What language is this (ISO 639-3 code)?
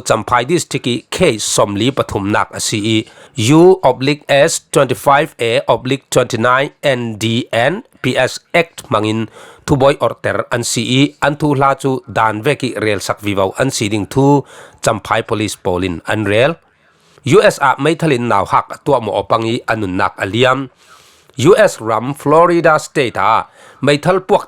cfm